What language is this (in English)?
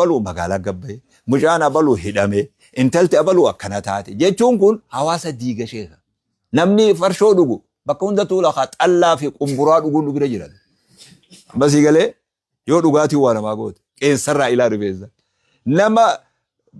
Oromo